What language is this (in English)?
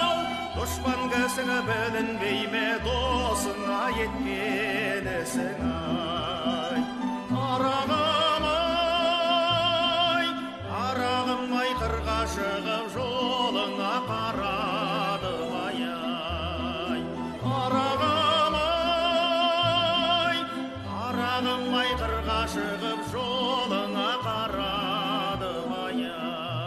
Kazakh